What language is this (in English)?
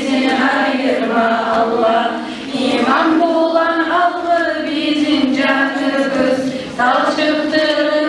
Kumyk